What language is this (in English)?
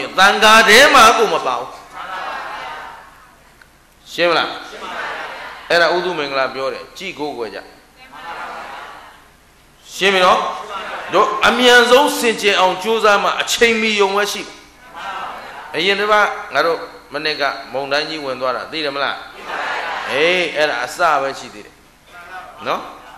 Burmese